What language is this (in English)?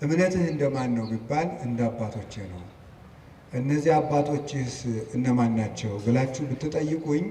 Amharic